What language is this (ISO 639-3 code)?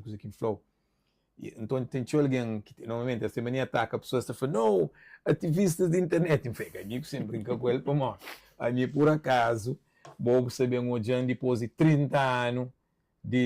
kea